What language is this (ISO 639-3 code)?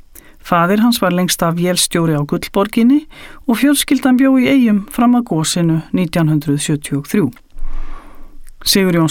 isl